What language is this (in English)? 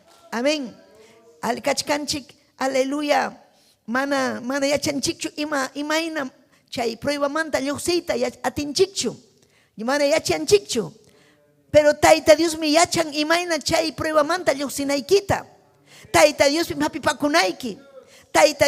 Ayacucho Quechua